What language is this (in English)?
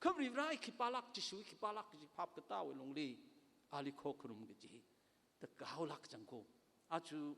Tangkhul Naga (India)